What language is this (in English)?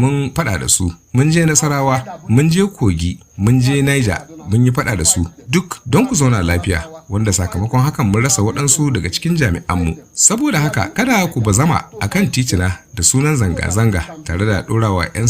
Hausa